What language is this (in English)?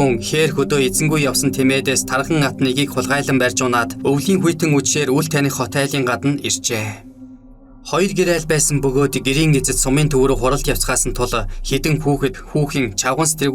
Mongolian